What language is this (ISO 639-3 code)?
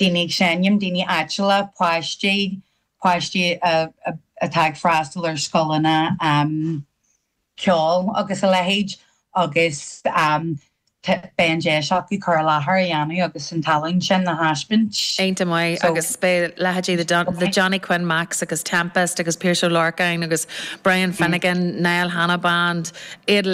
gle